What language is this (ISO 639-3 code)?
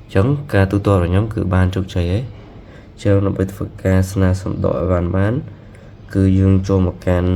khm